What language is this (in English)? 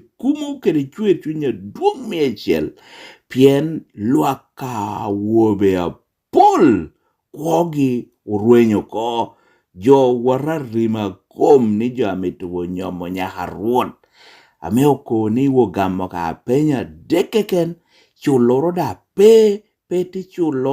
Lango (Uganda)